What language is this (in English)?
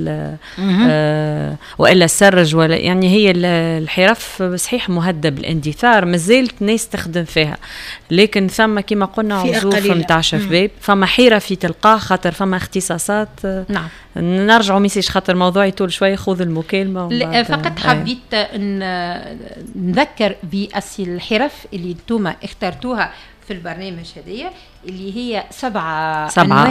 Tunisian Arabic